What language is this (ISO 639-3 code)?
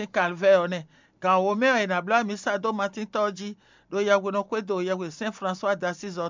fon